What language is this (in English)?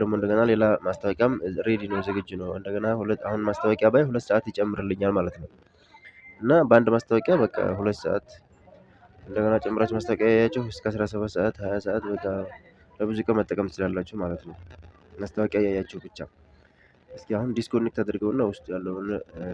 Amharic